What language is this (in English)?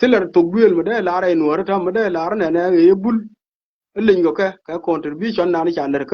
Nuer